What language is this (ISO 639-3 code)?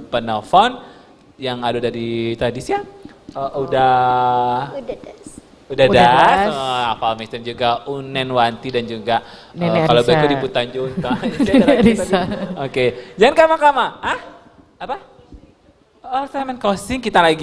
min